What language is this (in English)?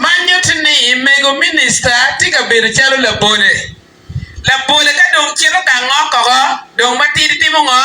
Acoli